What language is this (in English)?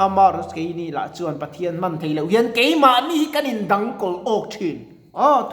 Mizo